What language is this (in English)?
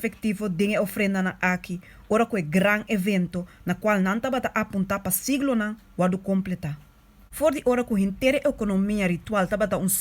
Papiamento